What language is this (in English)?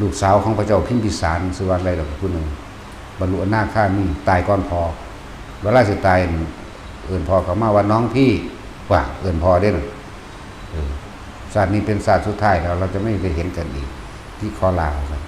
Northeastern Thai